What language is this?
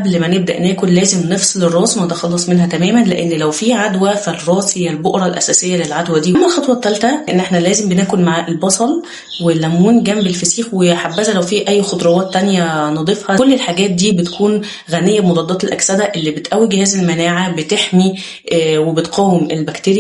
Egyptian Arabic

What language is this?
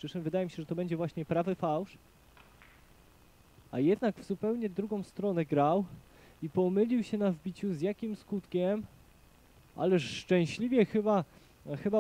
Polish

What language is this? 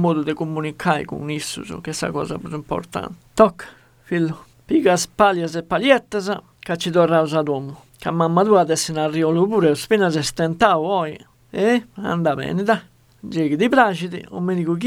Sardinian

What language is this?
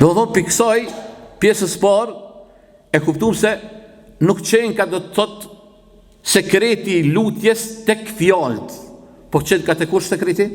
Albanian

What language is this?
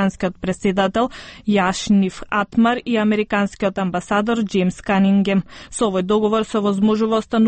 Macedonian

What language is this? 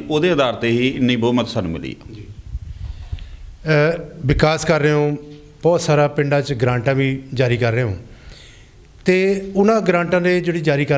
Punjabi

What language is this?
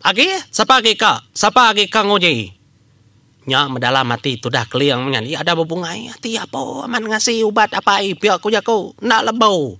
Iban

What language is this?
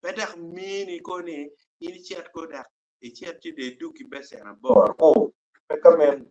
Acoli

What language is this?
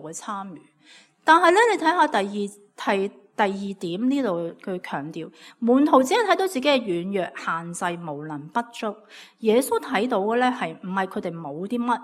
Cantonese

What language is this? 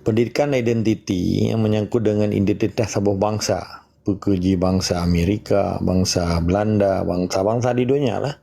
Achinese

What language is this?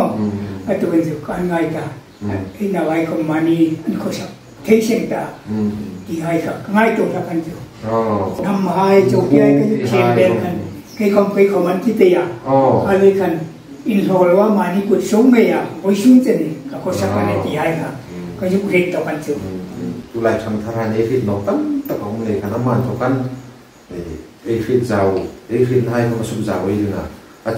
Hmar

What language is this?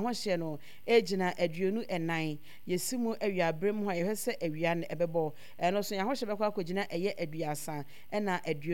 Akan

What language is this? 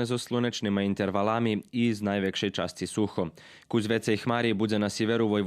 Rusyn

